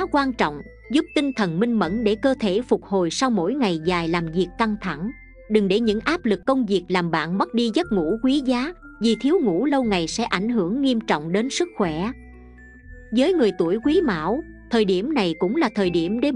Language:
Vietnamese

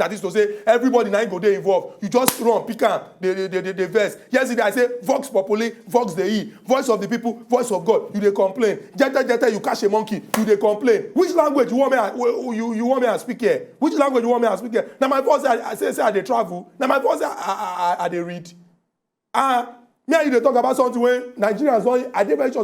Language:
Nigerian Pidgin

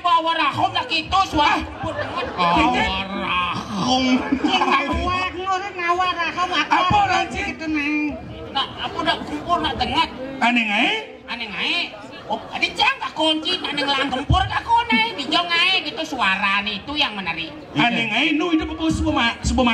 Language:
Balinese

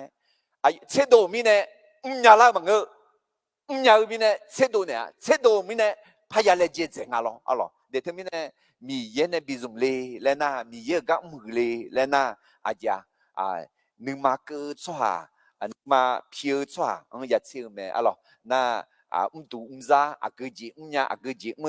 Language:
Akha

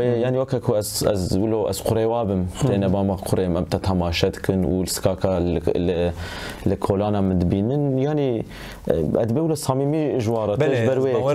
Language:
Kurdish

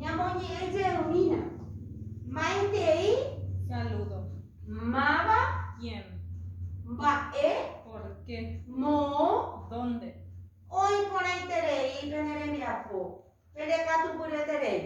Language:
Guarani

